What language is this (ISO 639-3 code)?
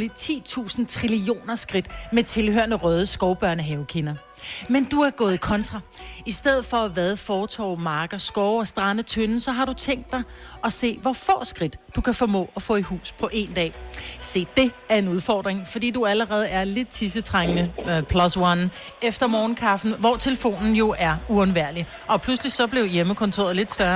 dan